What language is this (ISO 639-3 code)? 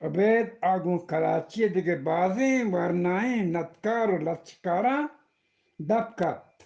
bgp